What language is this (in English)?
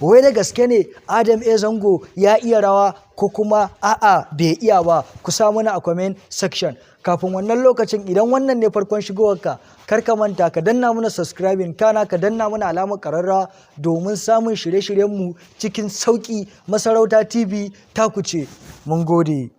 Hausa